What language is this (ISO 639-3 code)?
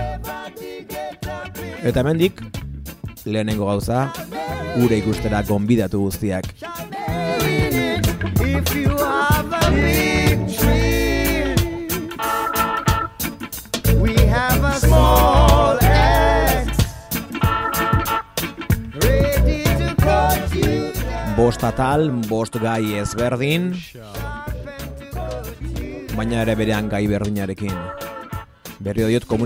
eus